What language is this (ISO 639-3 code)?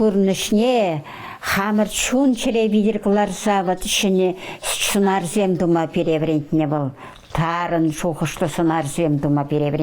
chv